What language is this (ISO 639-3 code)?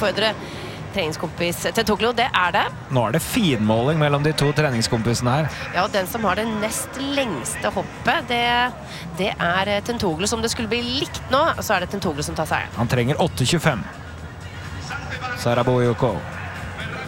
nor